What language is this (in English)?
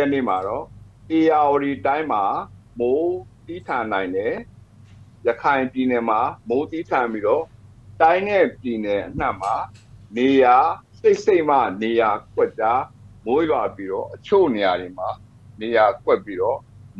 Burmese